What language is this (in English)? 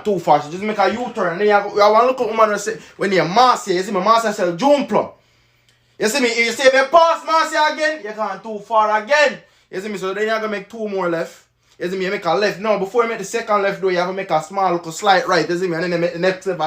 Jamaican Creole English